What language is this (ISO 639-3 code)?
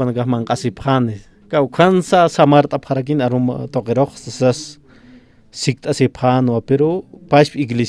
aym